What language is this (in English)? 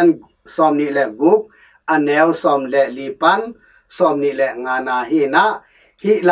Tedim Chin